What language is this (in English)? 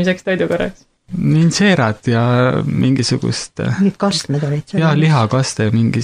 Estonian